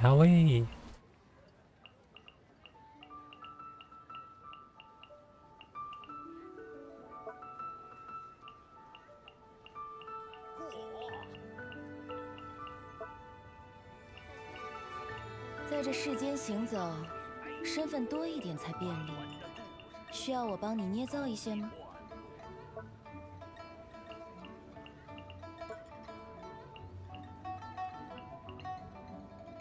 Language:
Chinese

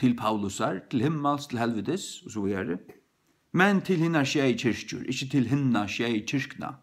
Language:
Faroese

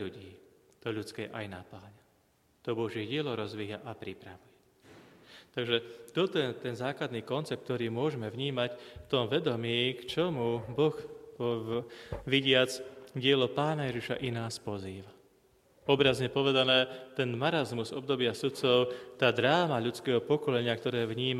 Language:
Slovak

